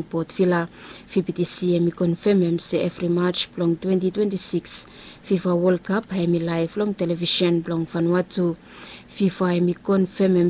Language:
Bislama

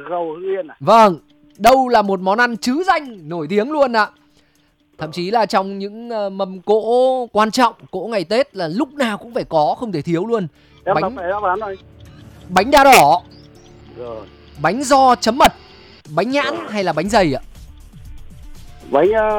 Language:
Vietnamese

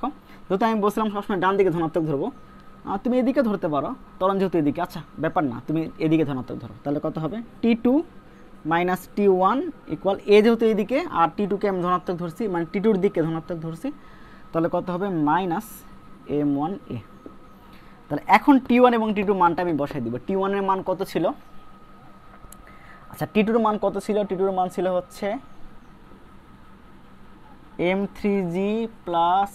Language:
Bangla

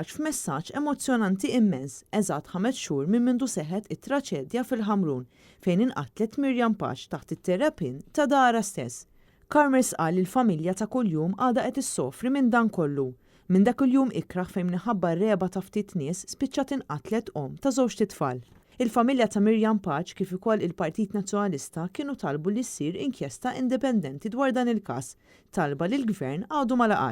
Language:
Maltese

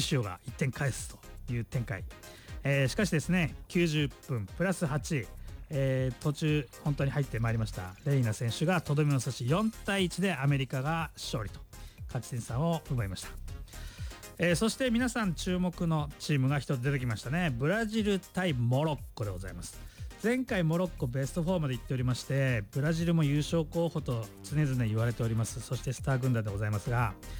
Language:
Japanese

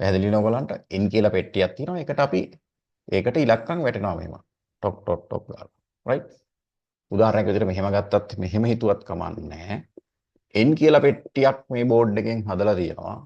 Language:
Sinhala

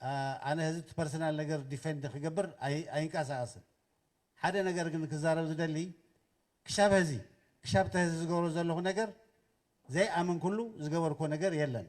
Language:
Tigrinya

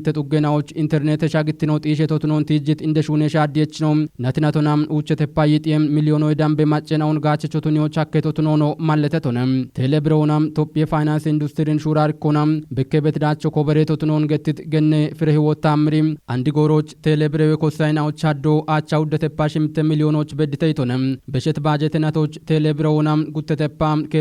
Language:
Kafa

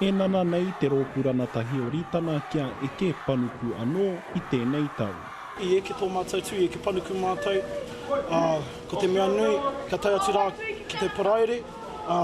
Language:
Māori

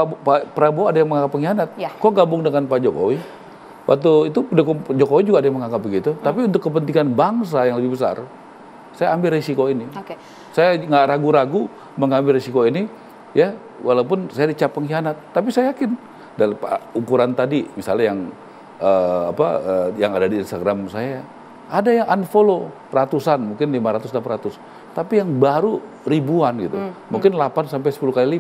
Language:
Indonesian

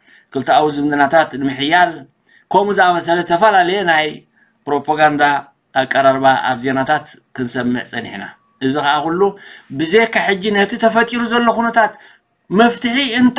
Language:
Tigrinya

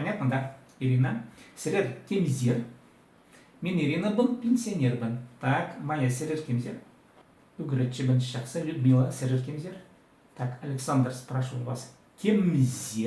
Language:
Khakas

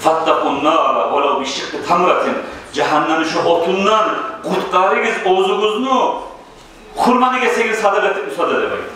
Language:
Kumyk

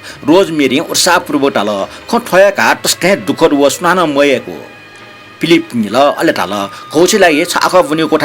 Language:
Newari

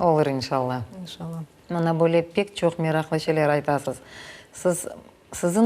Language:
Crimean Tatar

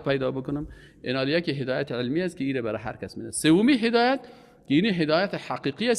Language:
Persian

